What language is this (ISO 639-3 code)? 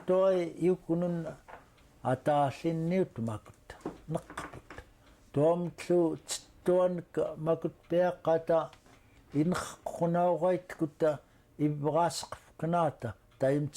esu